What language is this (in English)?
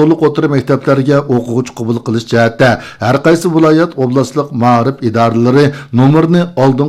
Uyghur